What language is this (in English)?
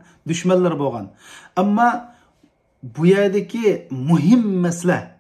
Uyghur